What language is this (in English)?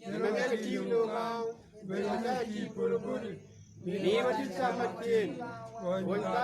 Acoli